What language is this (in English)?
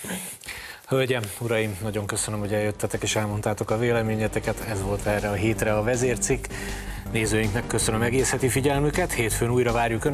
Hungarian